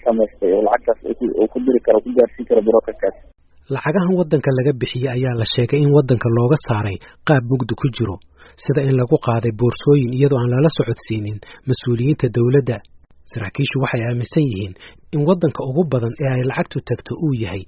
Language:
Somali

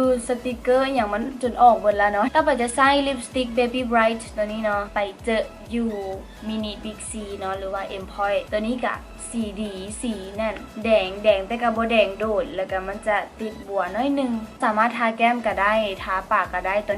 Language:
Lao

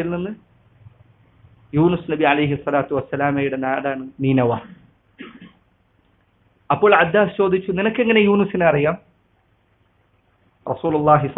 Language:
Malayalam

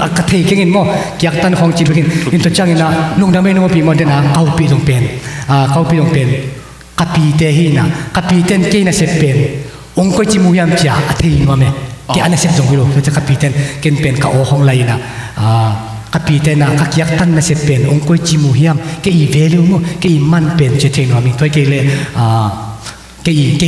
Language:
Tedim Chin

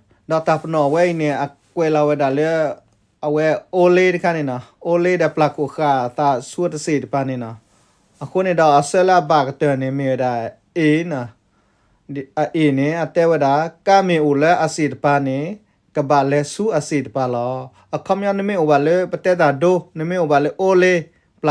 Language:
S'gaw Karen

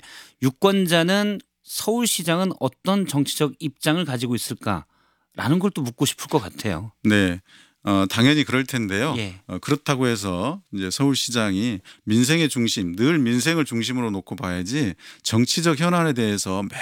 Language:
Korean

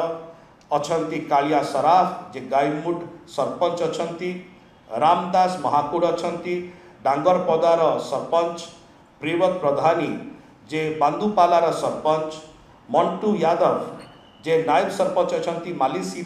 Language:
Odia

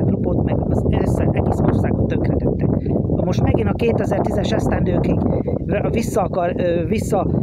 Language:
Hungarian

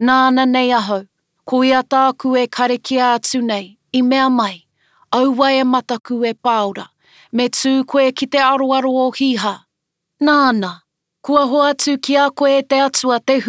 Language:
Māori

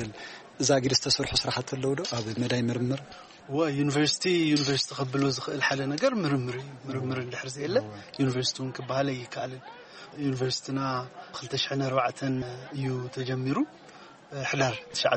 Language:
Tigrinya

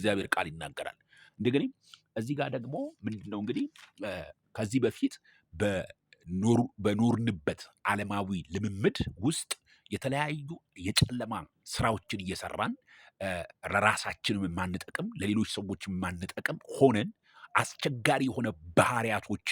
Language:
Amharic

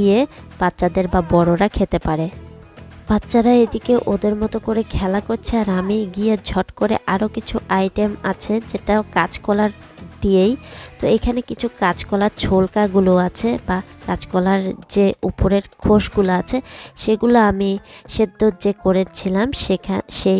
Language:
Bangla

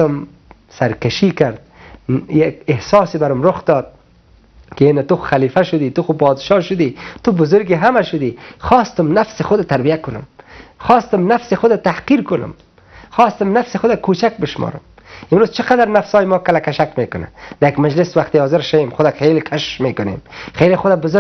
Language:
Persian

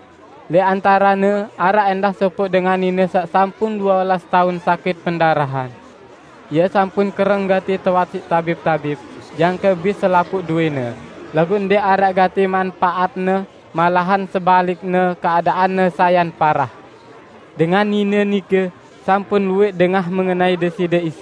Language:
Sasak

